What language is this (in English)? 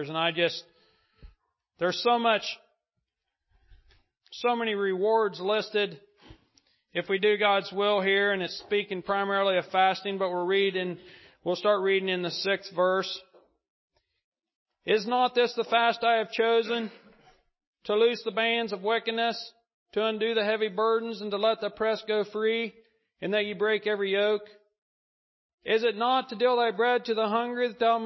English